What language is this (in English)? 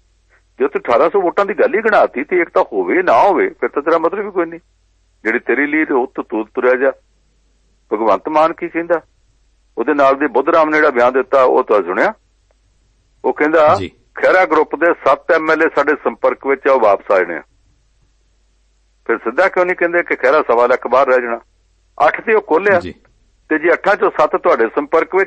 Punjabi